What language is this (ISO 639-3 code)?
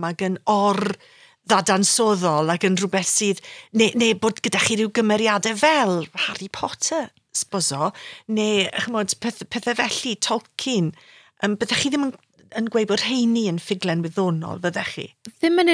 cym